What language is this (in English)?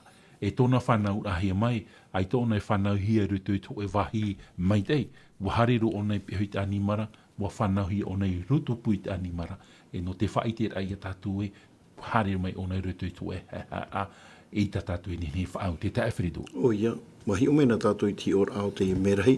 Tahitian